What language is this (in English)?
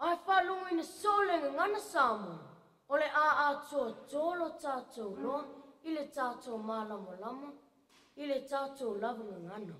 Samoan